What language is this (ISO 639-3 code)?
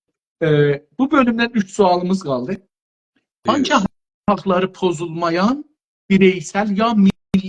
azb